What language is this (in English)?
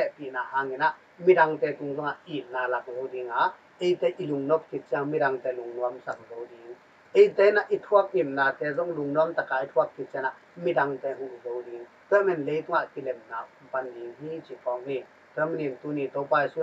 Tedim Chin